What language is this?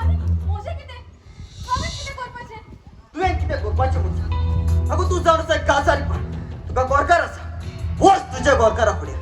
Konkani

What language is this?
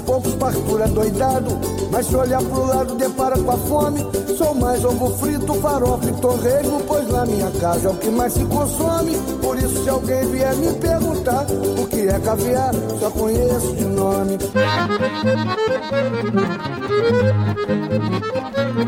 Portuguese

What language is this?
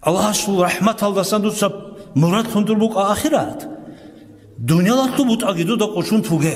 Avaric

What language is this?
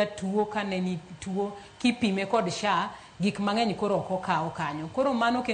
Luo (Kenya and Tanzania)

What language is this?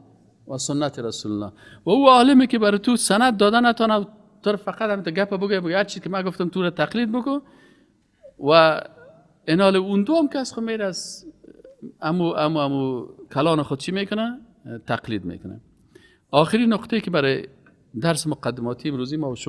Persian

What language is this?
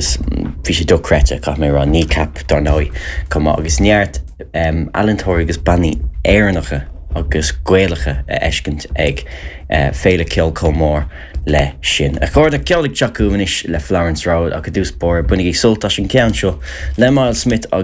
Irish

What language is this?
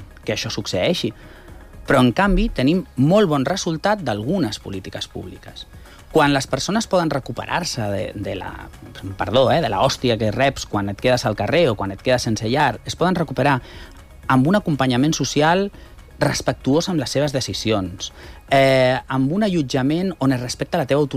Catalan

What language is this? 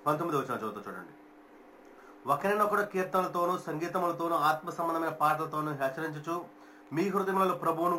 Telugu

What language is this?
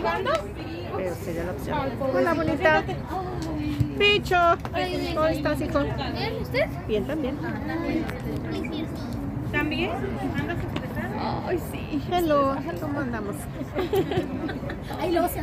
Spanish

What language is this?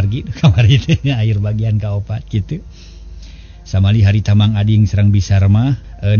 Sundanese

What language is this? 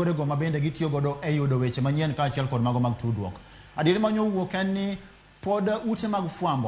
Luo (Kenya and Tanzania)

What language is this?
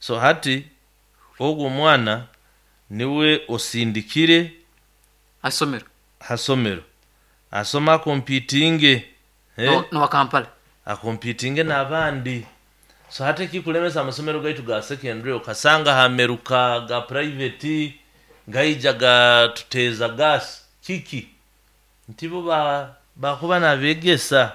Nyoro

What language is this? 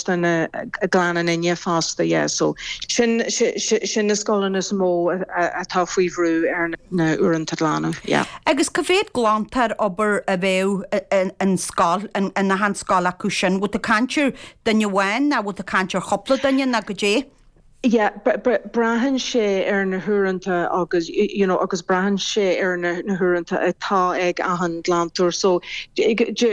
Irish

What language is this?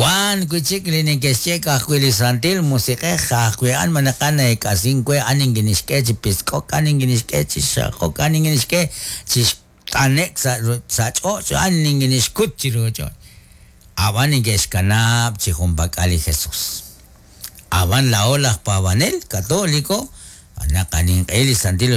Kekchí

